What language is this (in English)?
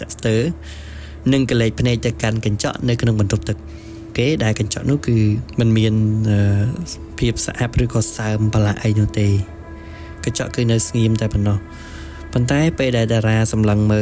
Khmer